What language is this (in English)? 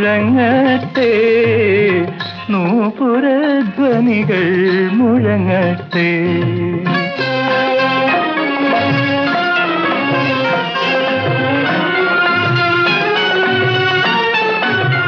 Malayalam